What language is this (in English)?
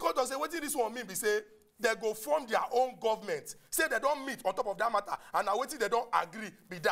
Nigerian Pidgin